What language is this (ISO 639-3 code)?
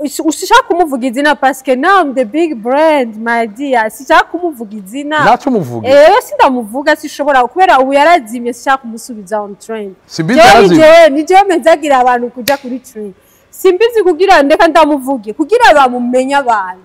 run